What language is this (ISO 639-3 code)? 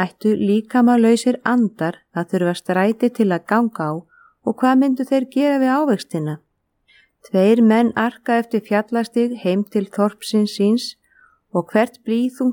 isl